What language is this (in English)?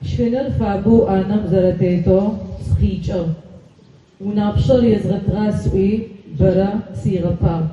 Adyghe